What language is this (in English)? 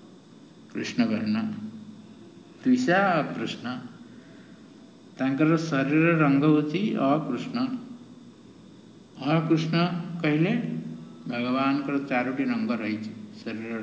Odia